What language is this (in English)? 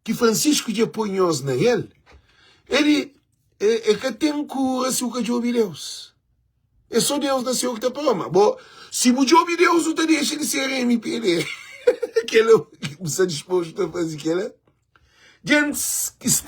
Kabuverdianu